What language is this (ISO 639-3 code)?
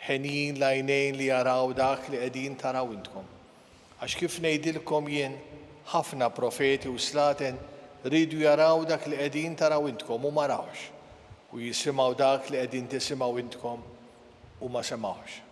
mlt